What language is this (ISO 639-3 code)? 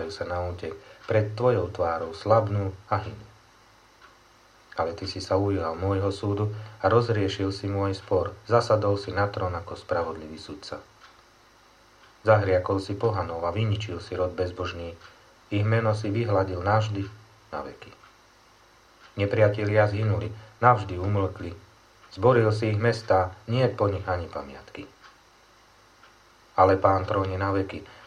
slk